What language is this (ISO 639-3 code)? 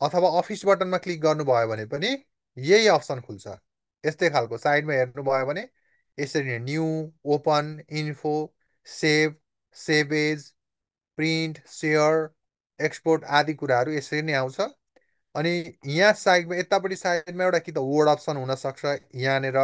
nep